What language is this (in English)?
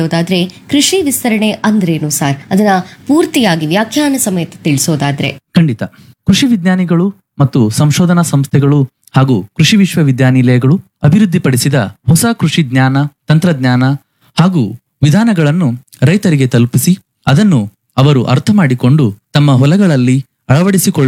Kannada